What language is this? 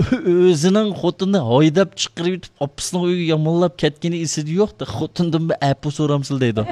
Uyghur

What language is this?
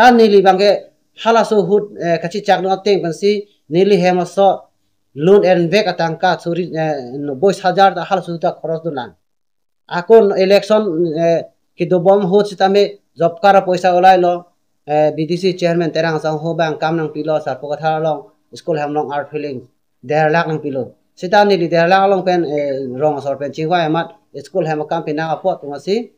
Karbi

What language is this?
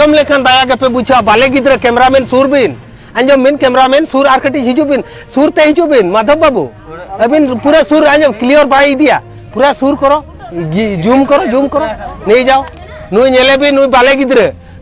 Santali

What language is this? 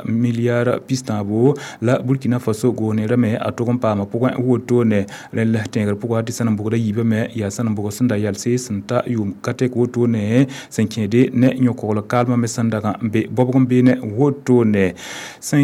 Mossi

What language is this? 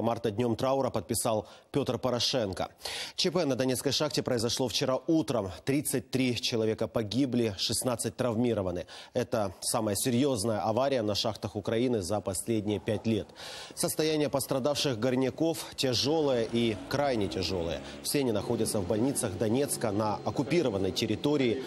Russian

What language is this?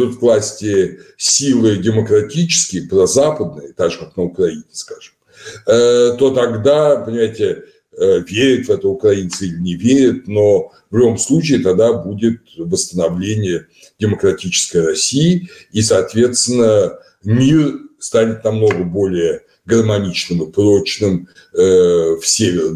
Russian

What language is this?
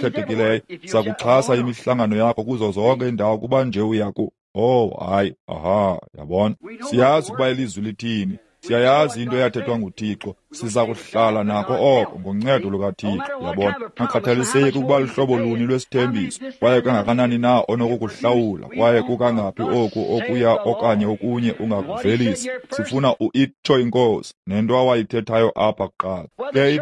Xhosa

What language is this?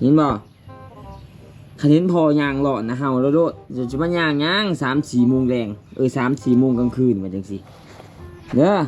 Lao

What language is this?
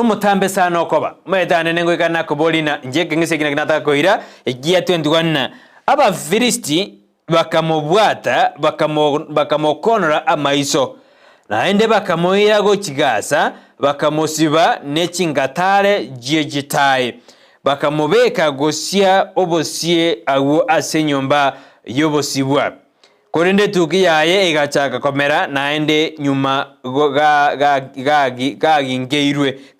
Gusii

